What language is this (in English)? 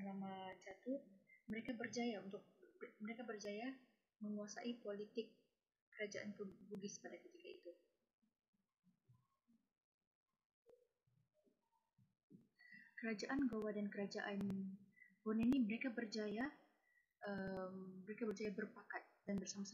Malay